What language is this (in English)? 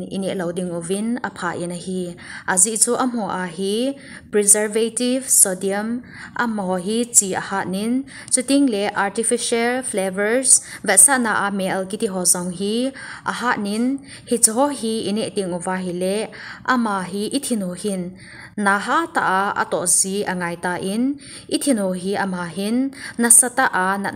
Thado Chin